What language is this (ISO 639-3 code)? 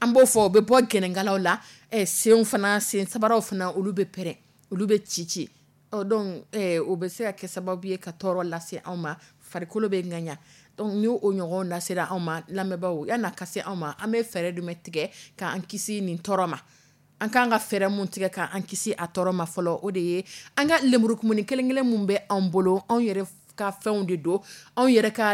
dyu